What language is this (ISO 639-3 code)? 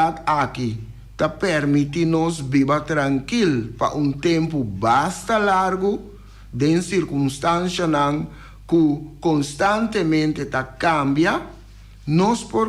pap